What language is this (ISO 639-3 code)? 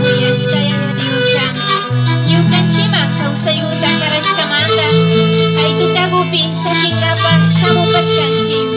qvi